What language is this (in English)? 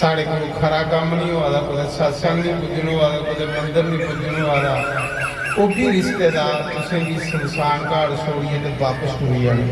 Dogri